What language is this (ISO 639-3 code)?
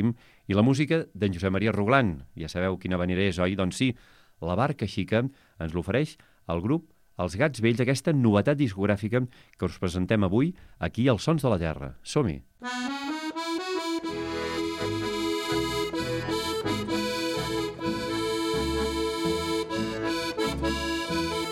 cat